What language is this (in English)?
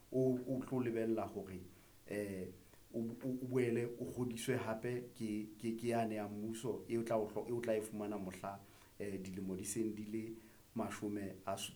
Southern Sotho